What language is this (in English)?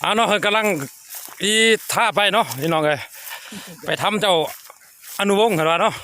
Lao